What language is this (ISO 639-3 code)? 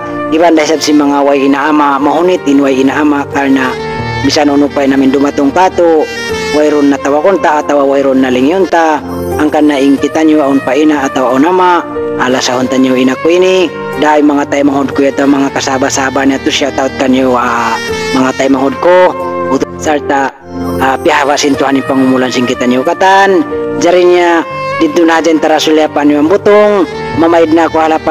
tsg